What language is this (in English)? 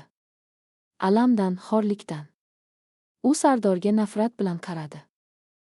Uzbek